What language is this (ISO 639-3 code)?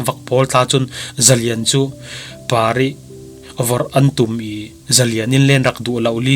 cfm